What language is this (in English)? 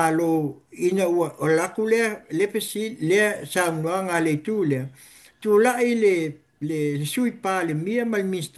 Samoan